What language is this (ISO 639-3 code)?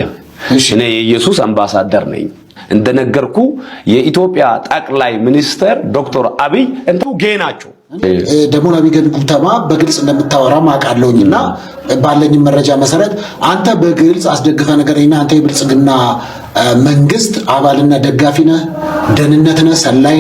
amh